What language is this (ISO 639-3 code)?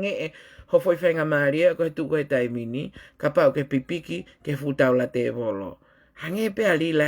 ton